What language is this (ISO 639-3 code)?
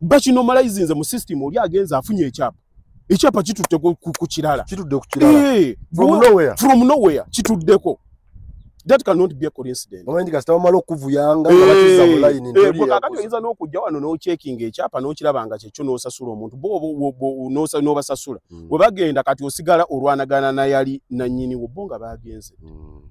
lug